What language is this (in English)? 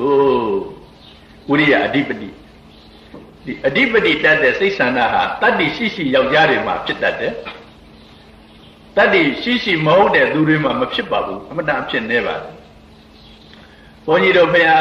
Burmese